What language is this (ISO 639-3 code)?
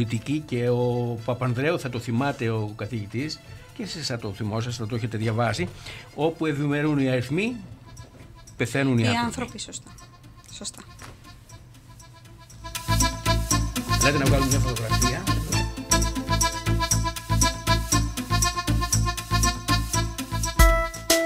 ell